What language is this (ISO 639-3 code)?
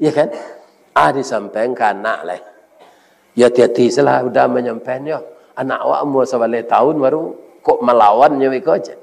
min